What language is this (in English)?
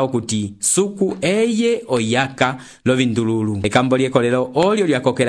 Umbundu